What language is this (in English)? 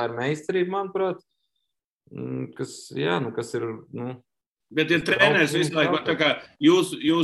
Latvian